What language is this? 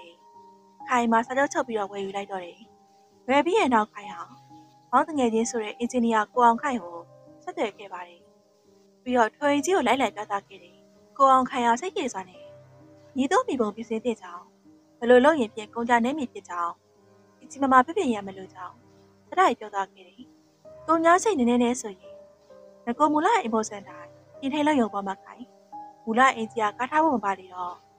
Burmese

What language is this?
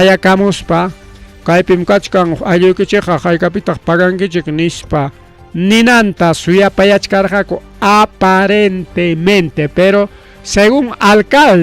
Ayacucho Quechua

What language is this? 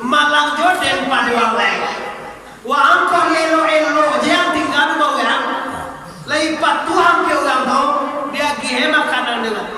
Minangkabau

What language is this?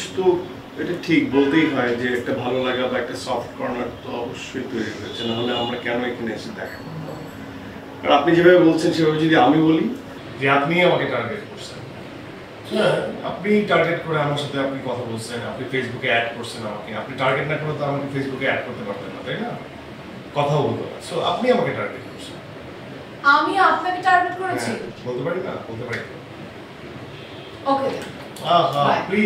Bangla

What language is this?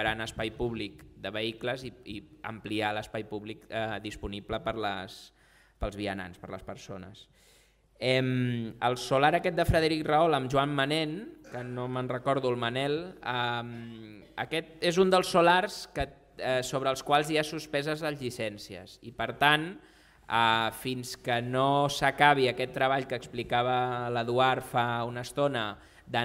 Catalan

